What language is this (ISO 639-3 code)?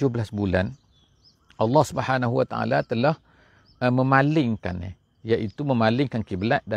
msa